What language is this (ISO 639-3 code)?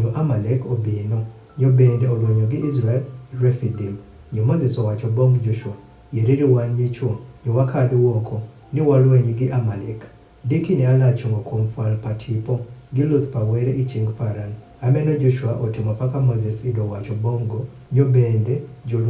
adh